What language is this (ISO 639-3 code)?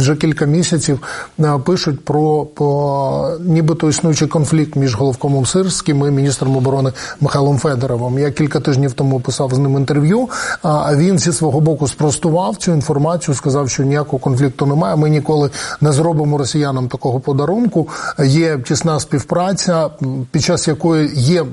ukr